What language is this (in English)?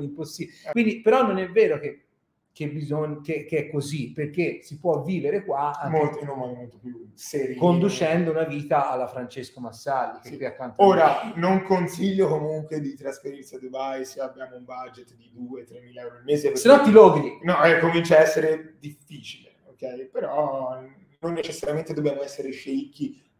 Italian